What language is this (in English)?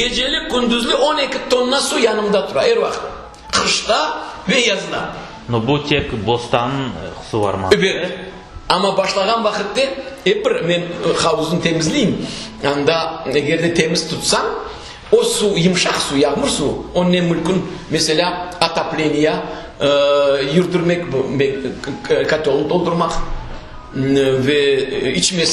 Crimean Tatar